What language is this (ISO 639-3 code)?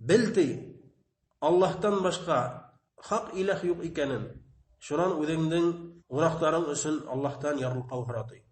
bak